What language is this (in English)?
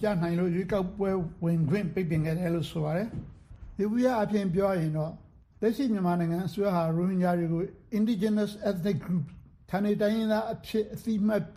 Burmese